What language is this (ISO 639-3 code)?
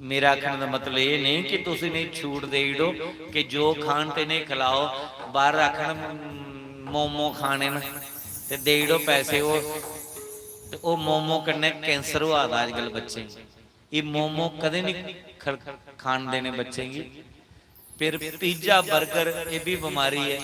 doi